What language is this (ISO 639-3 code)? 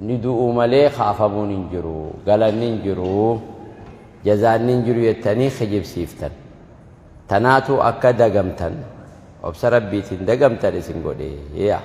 orm